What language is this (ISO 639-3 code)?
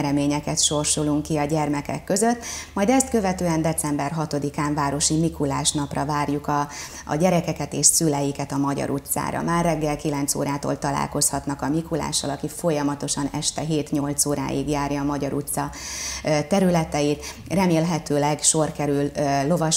hun